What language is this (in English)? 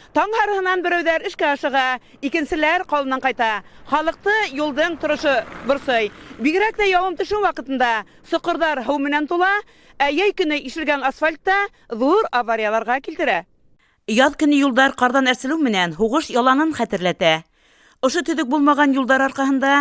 Bashkir